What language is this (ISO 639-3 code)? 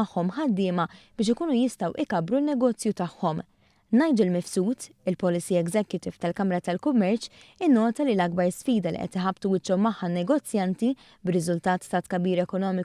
mlt